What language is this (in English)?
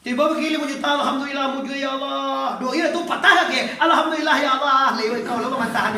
Minangkabau